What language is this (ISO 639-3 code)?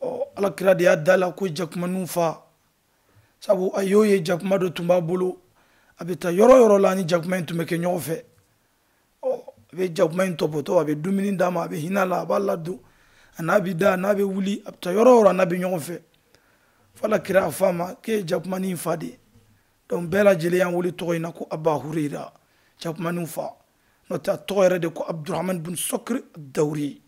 bam